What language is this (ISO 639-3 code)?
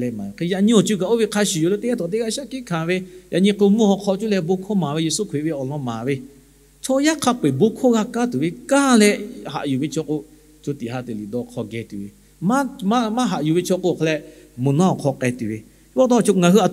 lhu